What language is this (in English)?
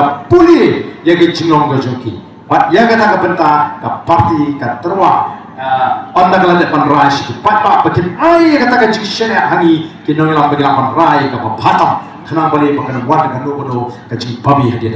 Khasi